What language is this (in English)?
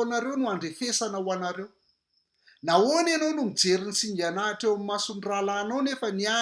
Malagasy